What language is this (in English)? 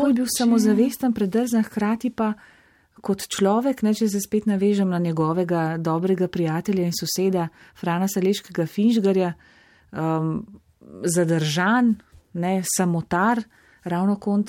Slovenian